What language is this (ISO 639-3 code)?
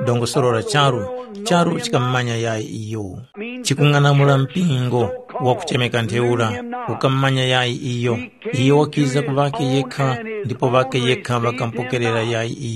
tum